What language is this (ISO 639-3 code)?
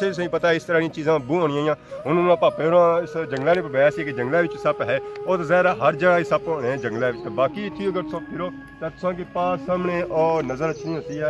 phr